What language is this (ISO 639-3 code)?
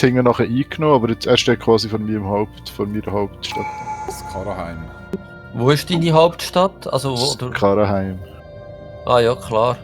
gsw